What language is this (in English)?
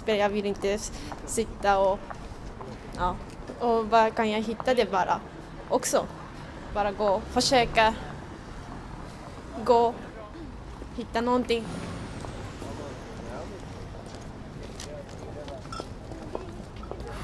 Swedish